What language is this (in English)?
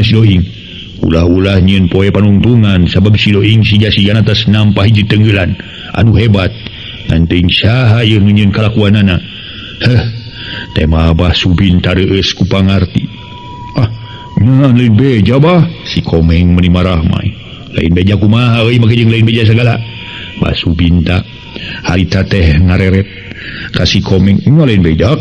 Sundanese